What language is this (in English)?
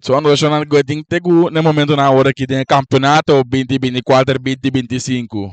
Papiamento